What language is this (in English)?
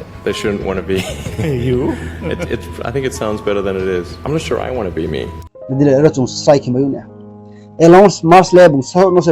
Riang (India)